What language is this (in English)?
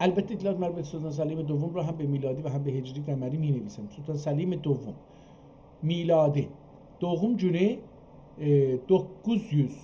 South Azerbaijani